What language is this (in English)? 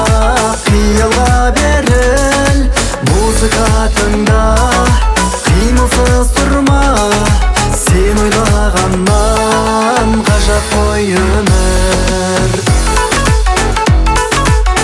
Kazakh